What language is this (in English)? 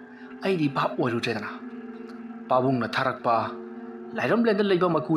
Manipuri